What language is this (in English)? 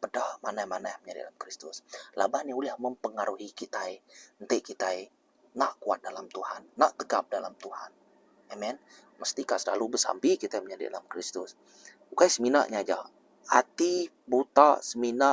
Iban